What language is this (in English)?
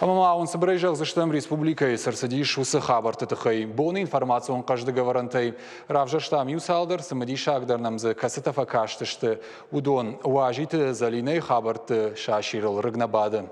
Ossetic